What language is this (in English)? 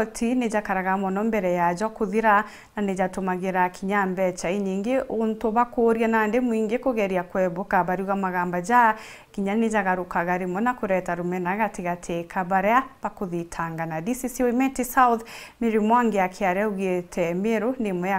Meru